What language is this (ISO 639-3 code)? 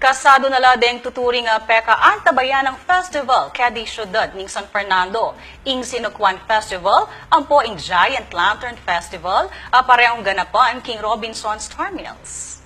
pam